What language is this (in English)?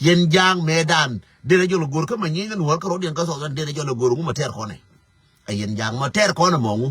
Nuer